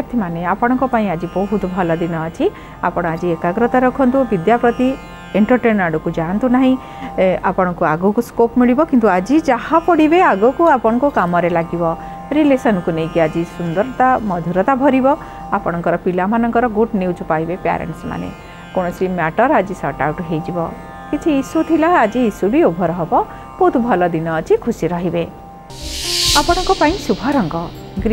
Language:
Odia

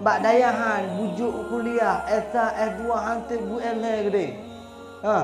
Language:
Achinese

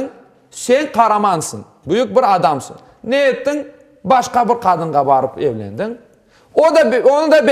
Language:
Crimean Tatar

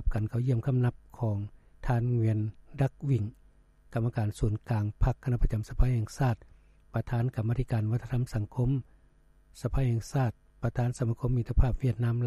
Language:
Lao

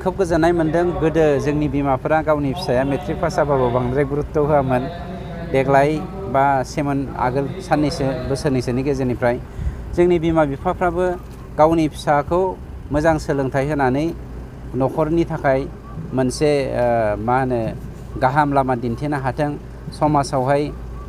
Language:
Bodo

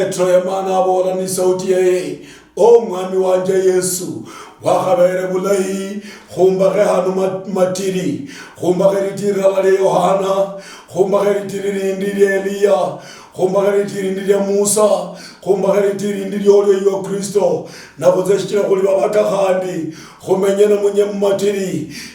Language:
Luyia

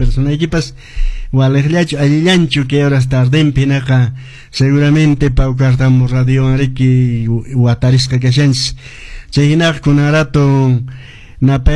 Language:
Quechua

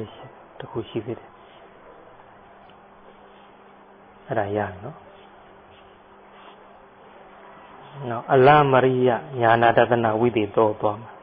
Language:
Burmese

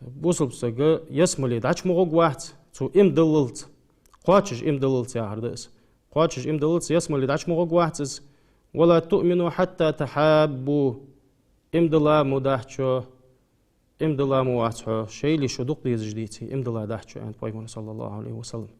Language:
Ingush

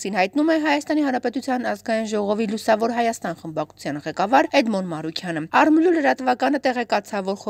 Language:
Armenian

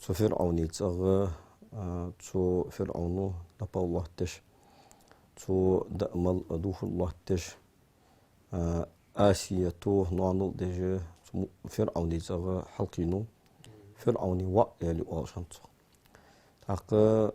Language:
Ingush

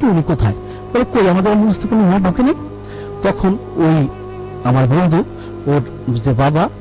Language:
Bangla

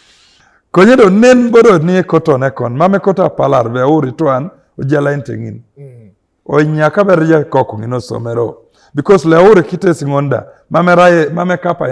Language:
Teso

